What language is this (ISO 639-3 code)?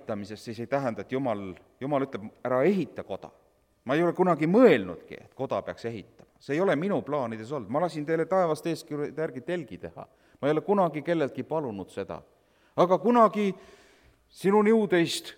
est